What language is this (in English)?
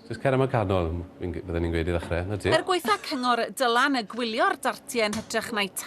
Welsh